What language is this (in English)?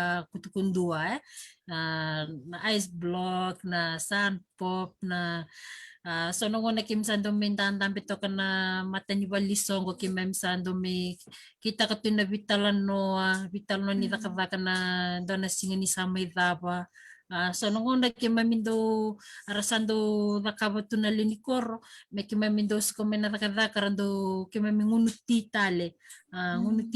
Fijian